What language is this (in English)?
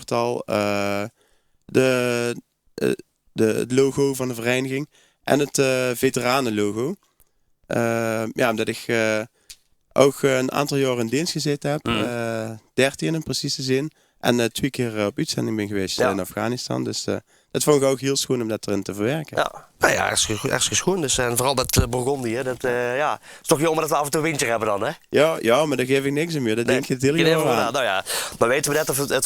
Limburgish